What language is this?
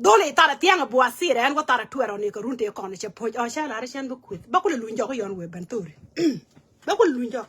Nuer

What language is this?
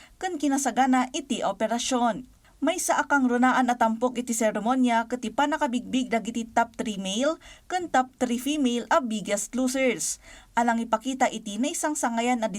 Iloko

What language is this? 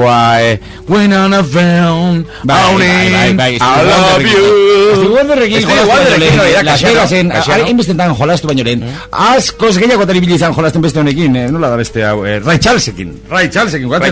Basque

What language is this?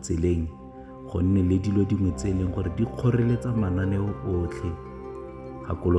Tswana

